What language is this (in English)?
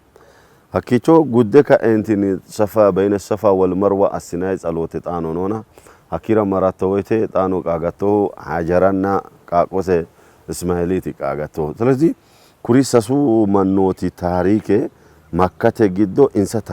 Sidamo